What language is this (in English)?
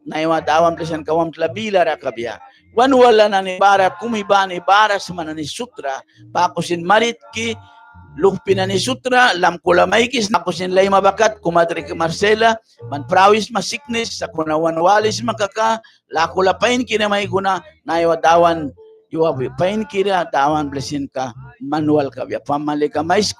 Mískito